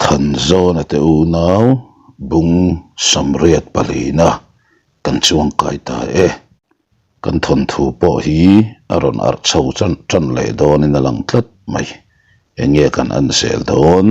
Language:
Mizo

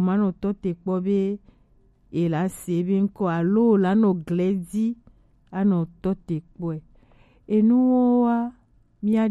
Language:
Gen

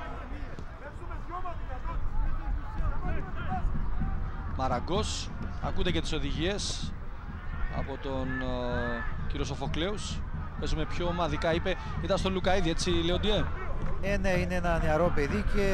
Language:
Greek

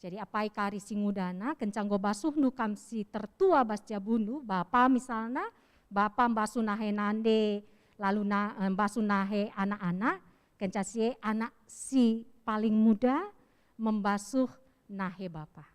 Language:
Batak Karo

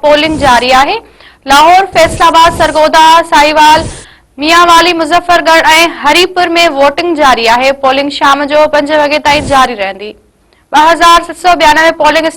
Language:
Sindhi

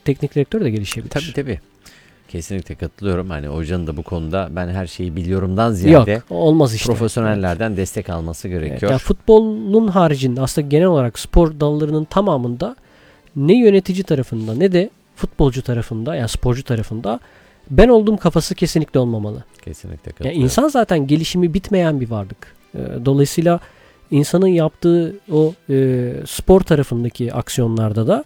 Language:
Turkish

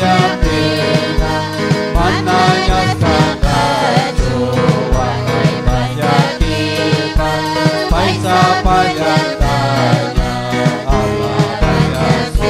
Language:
Ayacucho Quechua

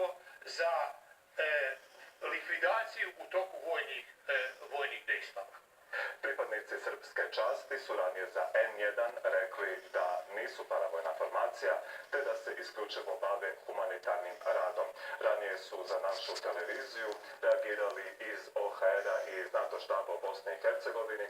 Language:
Bosnian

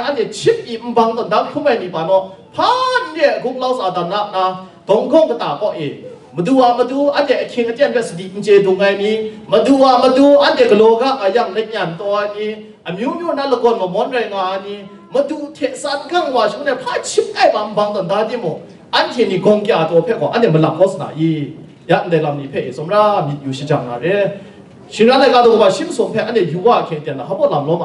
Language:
Kachin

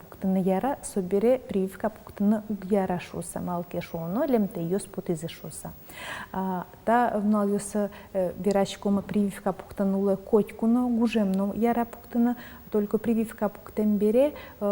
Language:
Udmurt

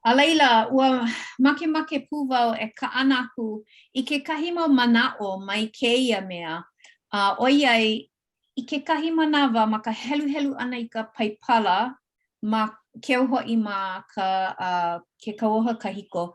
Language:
Hawaiian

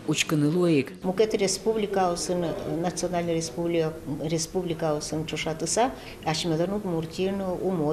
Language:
Udmurt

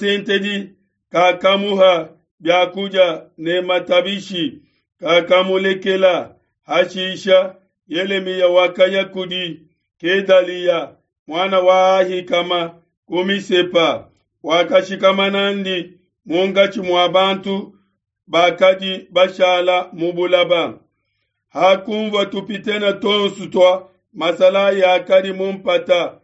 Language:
Luba-Lulua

